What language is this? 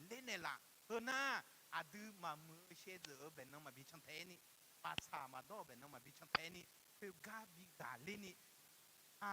Akha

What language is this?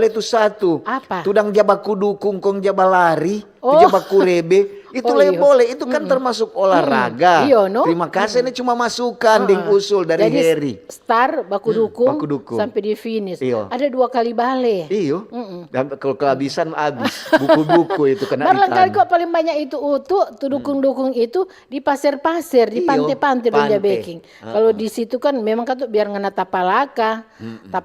Manado Malay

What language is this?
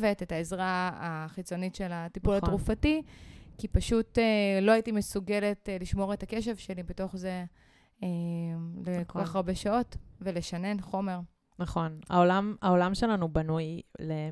Hebrew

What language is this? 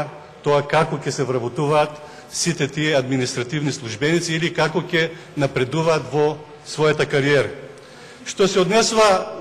Macedonian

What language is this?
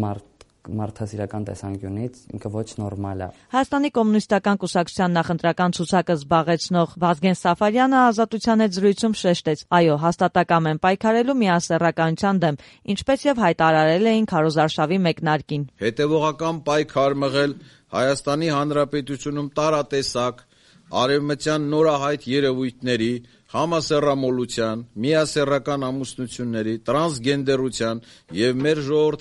Armenian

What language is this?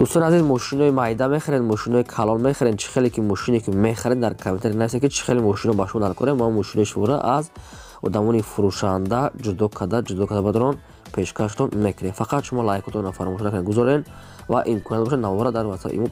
Tajik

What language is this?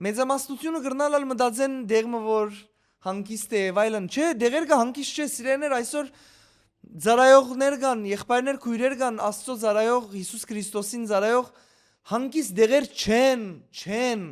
Western Armenian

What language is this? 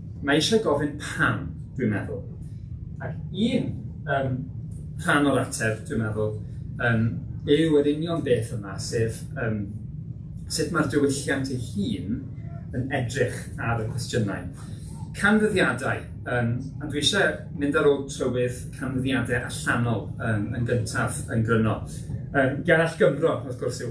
Welsh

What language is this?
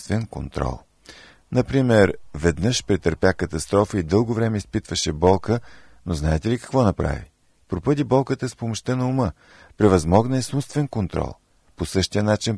Bulgarian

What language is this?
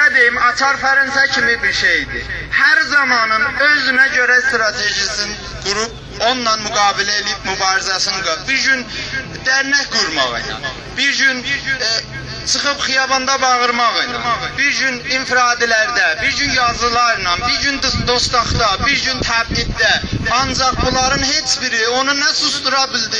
South Azerbaijani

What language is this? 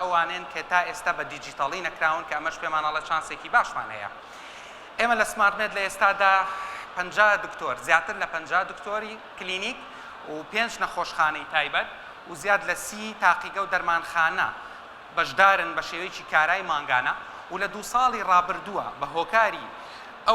Central Kurdish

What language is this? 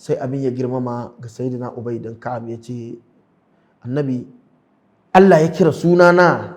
Hausa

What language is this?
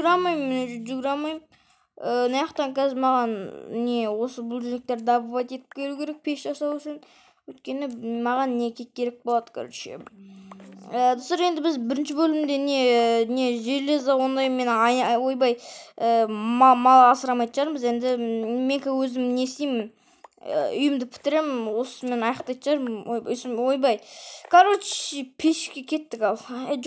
Kazakh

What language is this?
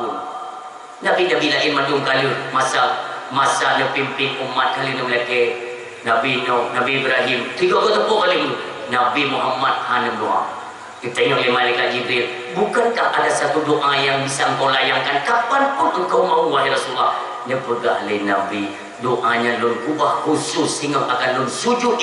Achinese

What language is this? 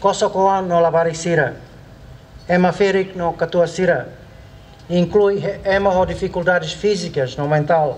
Tetum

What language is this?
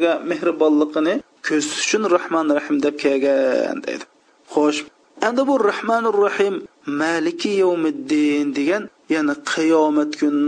Uyghur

